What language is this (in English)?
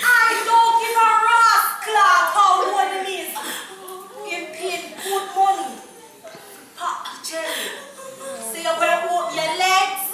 Jamaican Creole English